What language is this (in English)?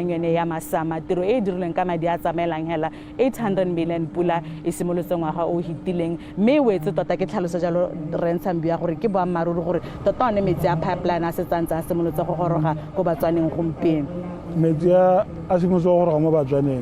Tswana